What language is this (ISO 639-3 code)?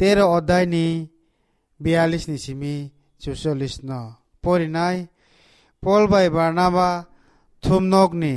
trp